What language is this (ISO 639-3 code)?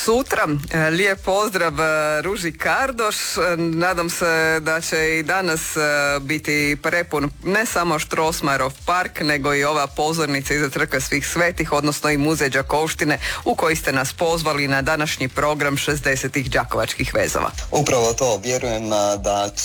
hrv